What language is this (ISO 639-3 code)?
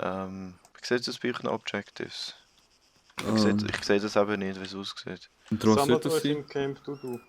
gsw